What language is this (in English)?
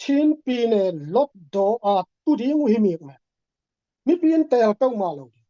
Tedim Chin